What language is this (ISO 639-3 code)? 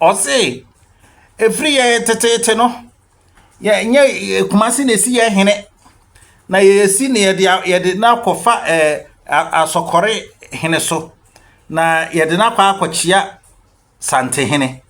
aka